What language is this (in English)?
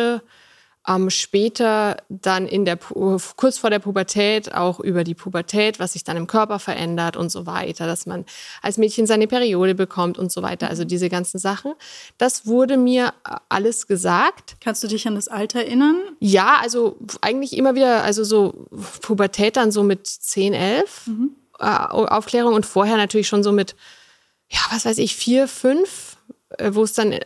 German